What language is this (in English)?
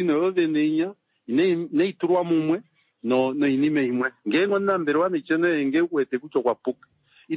Kuanyama